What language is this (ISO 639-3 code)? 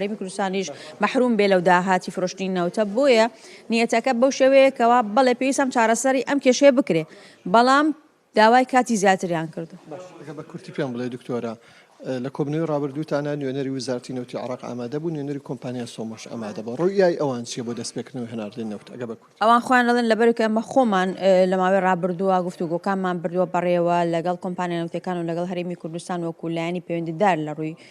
ckb